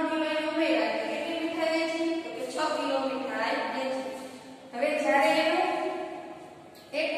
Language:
Gujarati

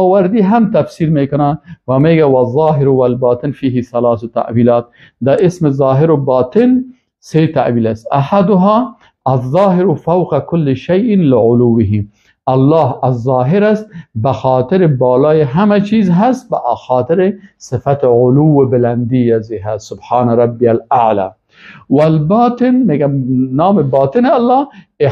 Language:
Persian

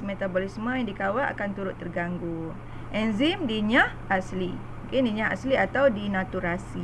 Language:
Malay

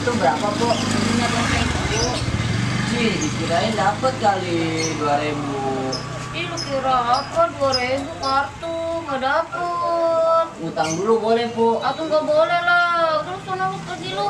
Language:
Betawi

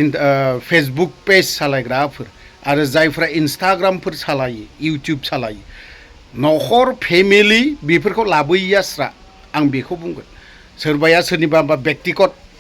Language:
Bodo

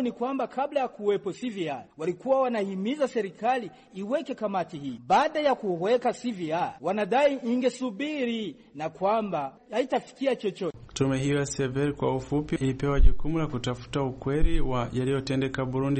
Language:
Swahili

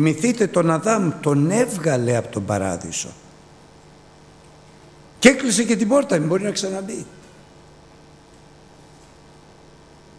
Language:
Greek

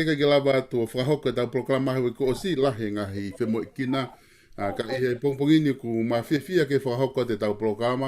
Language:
Tongan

